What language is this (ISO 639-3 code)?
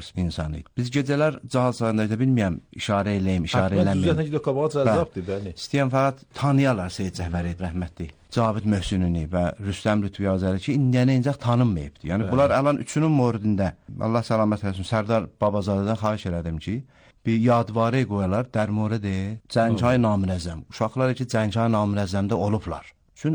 aze